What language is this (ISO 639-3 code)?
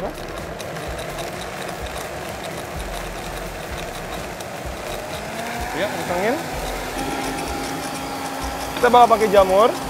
ind